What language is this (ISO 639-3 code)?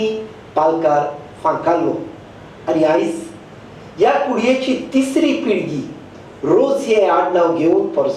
kok